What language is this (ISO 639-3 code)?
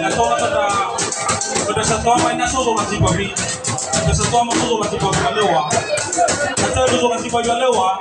nia